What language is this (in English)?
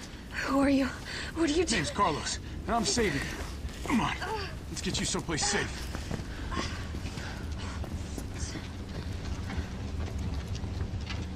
English